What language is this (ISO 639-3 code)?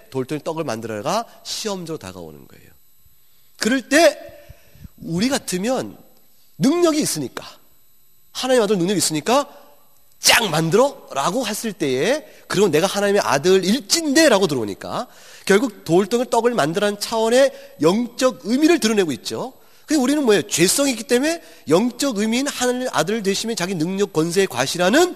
kor